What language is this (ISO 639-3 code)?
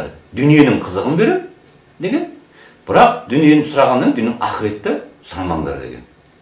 kaz